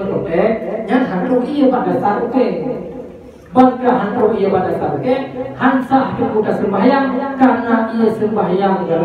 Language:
Achinese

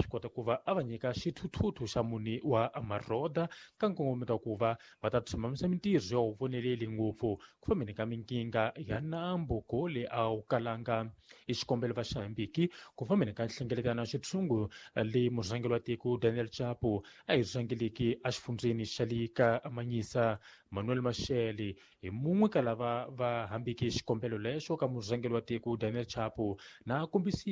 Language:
Tsonga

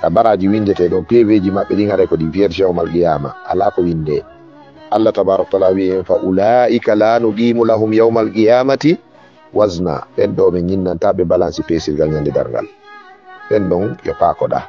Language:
Fula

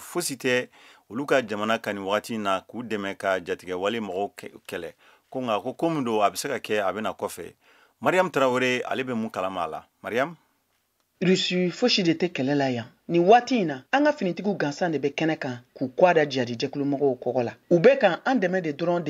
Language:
Bambara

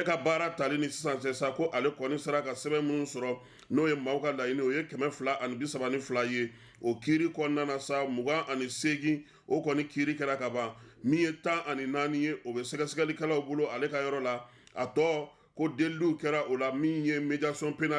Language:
Bambara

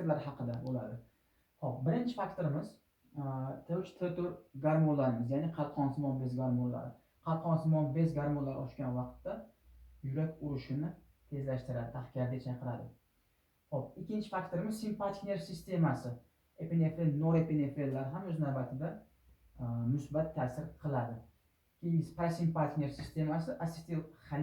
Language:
Uzbek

